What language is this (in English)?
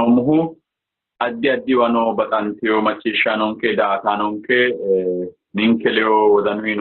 Sidamo